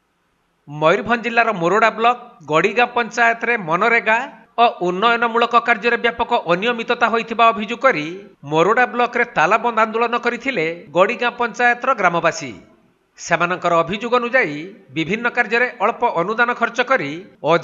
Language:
Odia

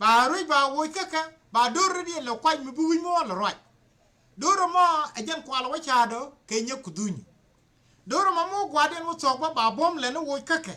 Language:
Nuer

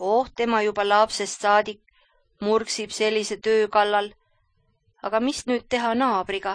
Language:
Estonian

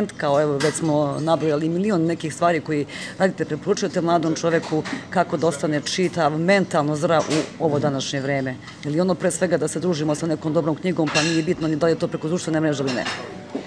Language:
Serbian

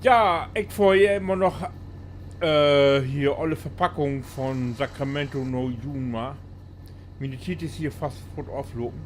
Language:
Low German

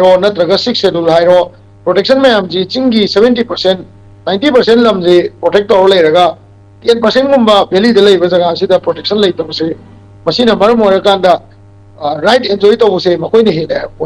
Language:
Manipuri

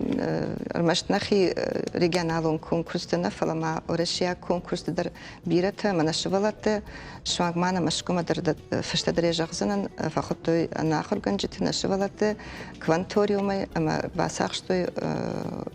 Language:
Ossetic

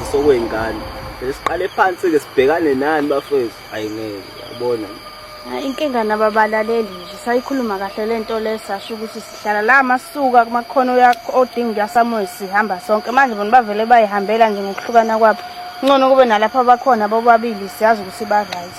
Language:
Zulu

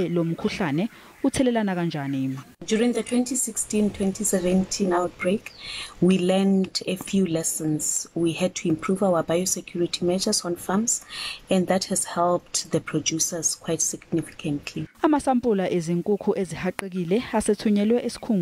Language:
Zulu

